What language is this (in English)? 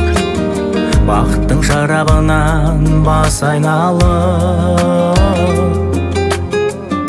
Kazakh